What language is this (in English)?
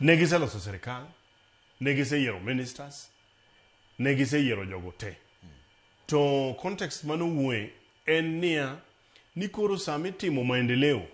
Luo (Kenya and Tanzania)